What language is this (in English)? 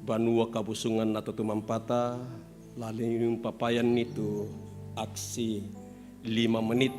Toraja-Sa'dan